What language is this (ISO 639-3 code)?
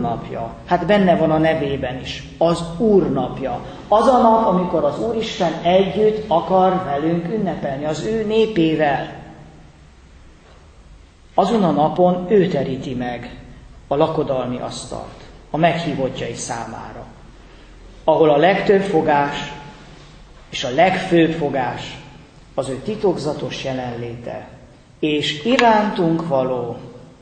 hun